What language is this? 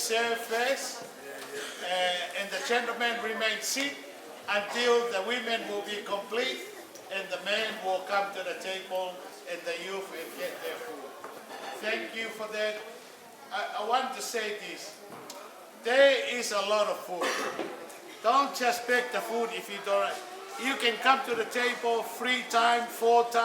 Tongan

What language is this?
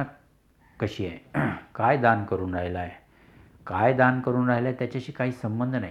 Marathi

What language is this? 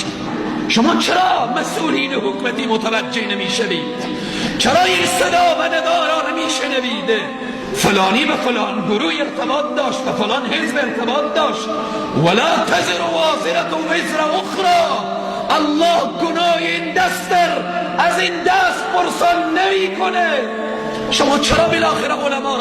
Persian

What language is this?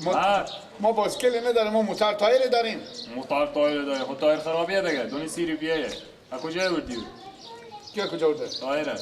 Persian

